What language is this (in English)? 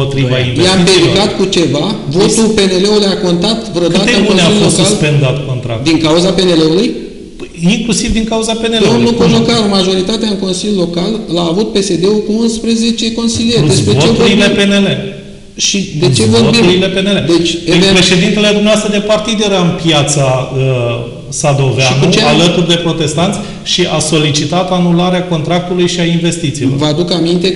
Romanian